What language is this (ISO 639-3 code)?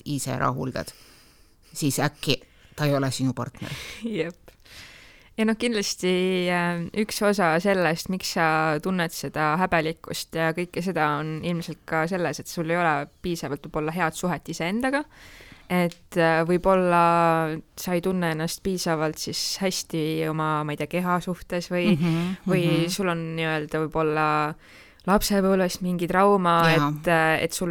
est